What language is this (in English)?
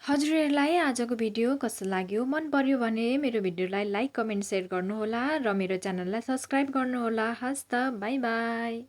Nepali